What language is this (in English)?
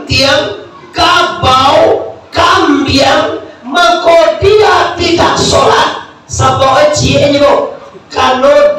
Minangkabau